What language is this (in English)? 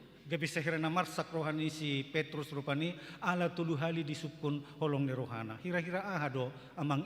Batak Toba